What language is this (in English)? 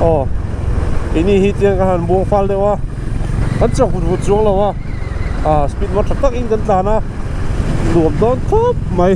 Mizo